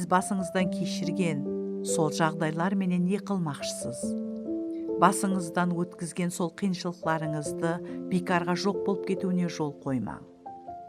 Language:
Kara-Kalpak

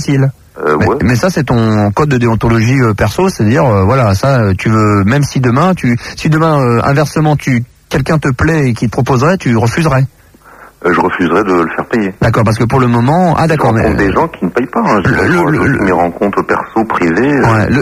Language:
French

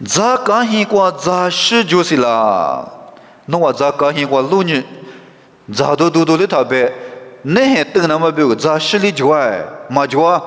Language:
Lisu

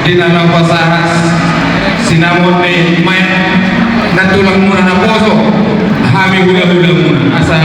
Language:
Batak Toba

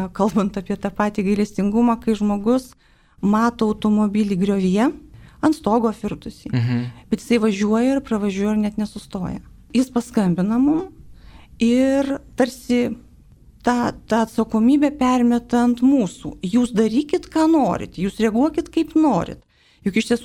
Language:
Lithuanian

